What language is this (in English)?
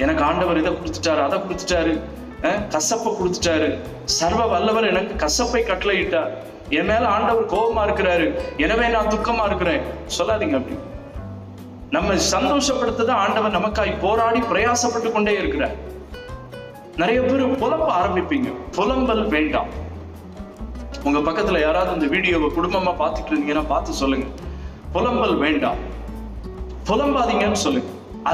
Tamil